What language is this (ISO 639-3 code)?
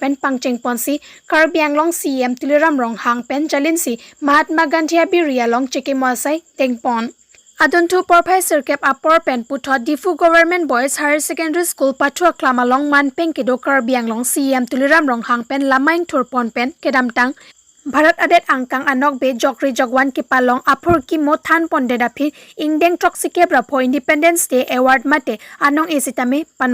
mjw